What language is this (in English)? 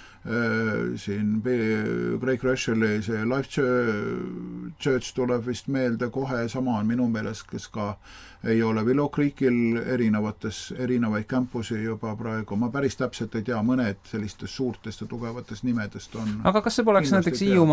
Estonian